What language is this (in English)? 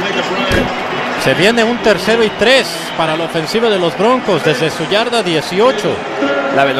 Spanish